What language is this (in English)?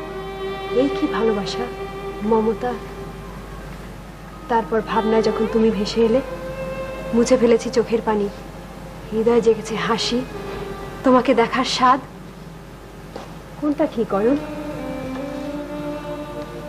Bangla